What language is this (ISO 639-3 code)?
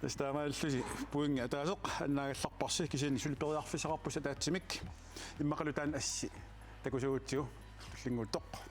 kal